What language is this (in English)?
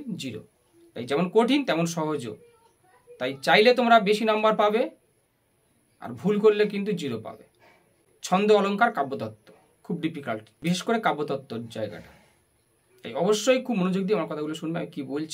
Bangla